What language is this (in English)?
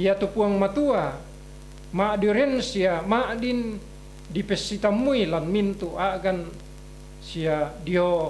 Toraja-Sa'dan